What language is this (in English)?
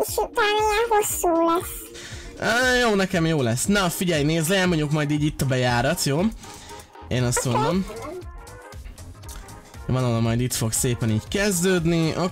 Hungarian